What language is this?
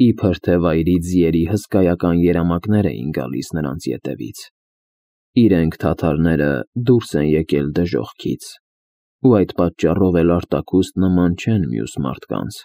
Armenian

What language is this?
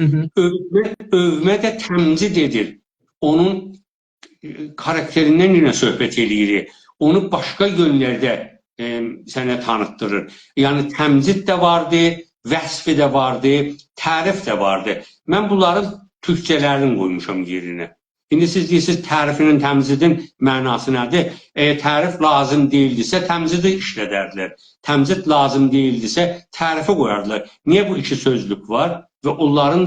South Azerbaijani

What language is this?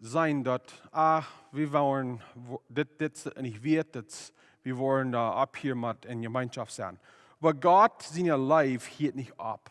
Plautdietsch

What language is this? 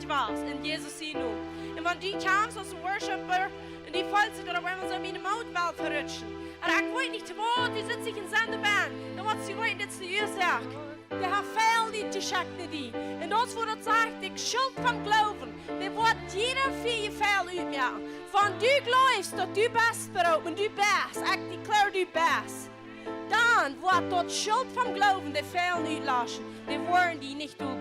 Plautdietsch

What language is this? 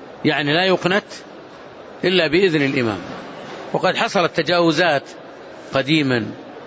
Arabic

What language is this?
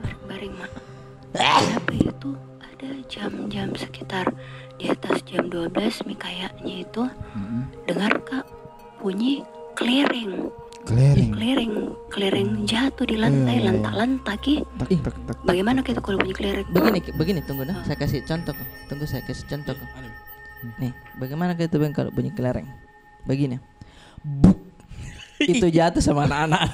Makassar Malay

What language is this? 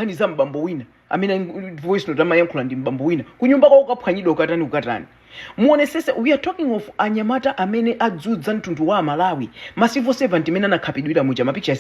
Nyanja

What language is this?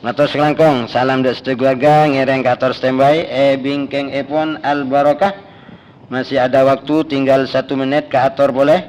Madurese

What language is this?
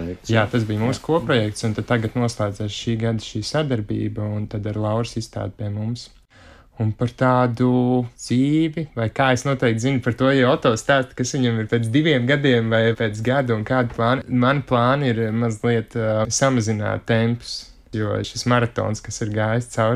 Latvian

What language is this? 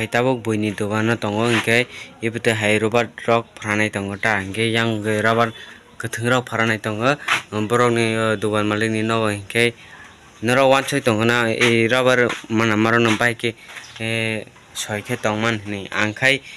Kok Borok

